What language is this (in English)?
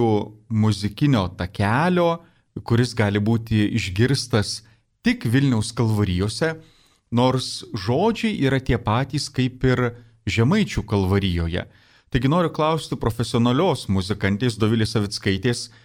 Lithuanian